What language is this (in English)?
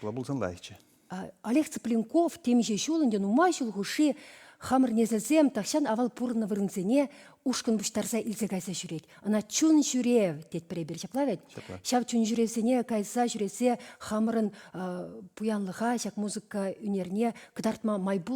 Chuvash